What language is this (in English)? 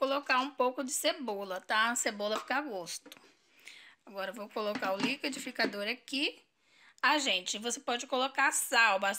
Portuguese